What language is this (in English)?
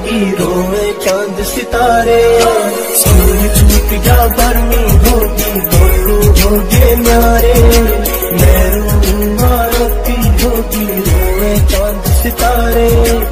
Santali